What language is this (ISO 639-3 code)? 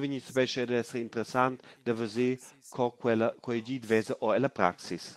roh